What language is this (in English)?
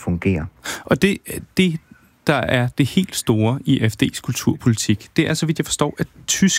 Danish